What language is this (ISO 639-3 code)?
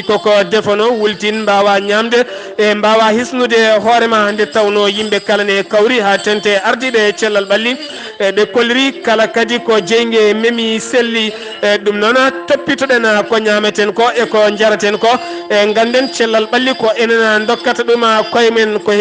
ful